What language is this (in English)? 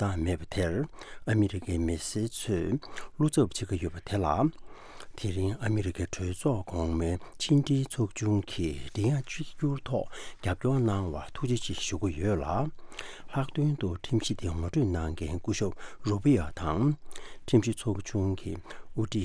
Tibetan